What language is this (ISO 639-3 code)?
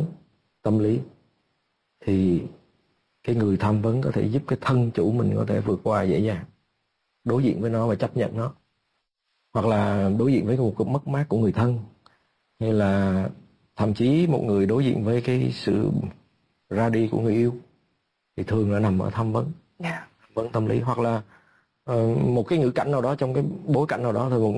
vie